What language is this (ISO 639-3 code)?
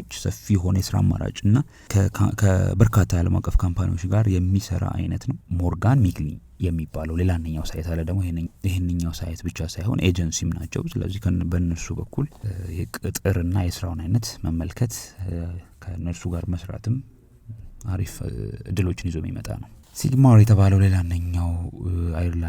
amh